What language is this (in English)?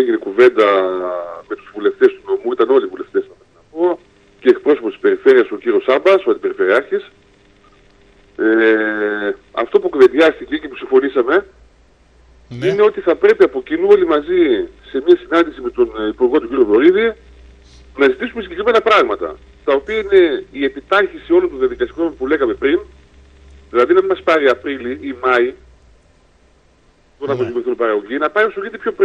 Greek